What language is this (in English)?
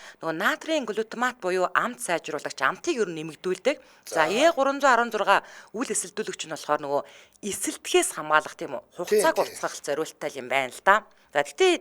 Mongolian